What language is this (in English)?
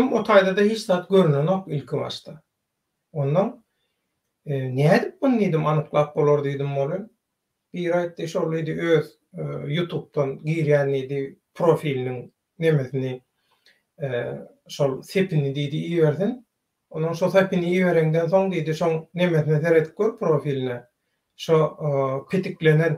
Turkmen